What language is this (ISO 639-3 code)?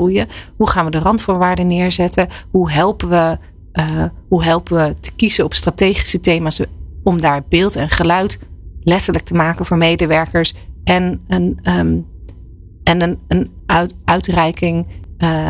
nld